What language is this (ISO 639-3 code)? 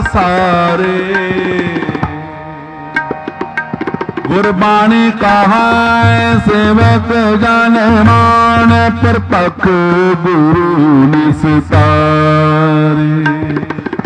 pan